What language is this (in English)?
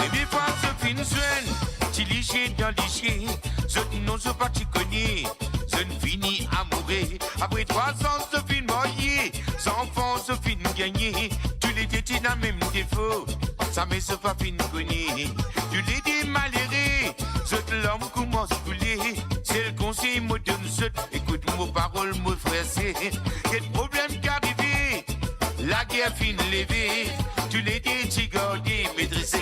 Morisyen